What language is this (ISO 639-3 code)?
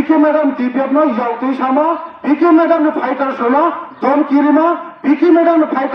trp